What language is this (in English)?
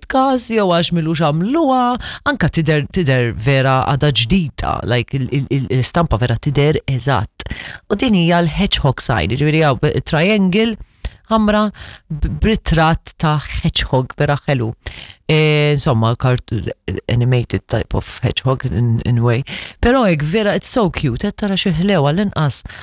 Maltese